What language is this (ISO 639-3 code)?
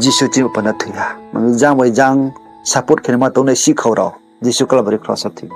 ria